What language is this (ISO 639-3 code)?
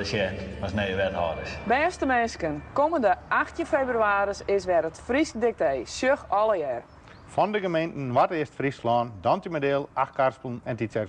fry